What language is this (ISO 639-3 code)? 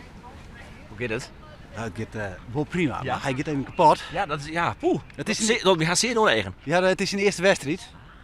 fry